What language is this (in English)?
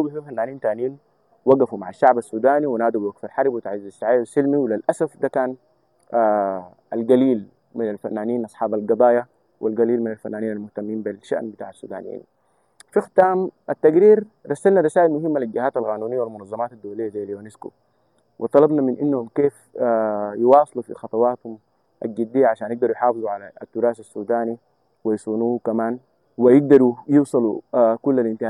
Sudanese Arabic